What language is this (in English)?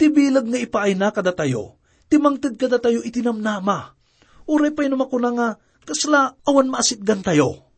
Iloko